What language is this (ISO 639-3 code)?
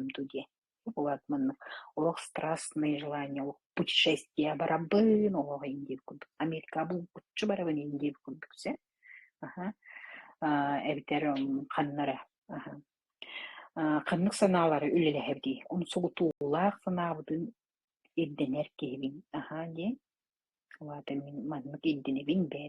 sah